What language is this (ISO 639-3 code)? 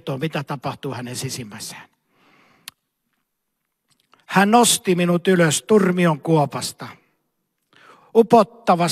fin